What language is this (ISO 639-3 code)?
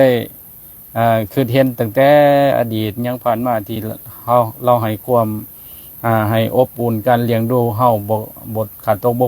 lao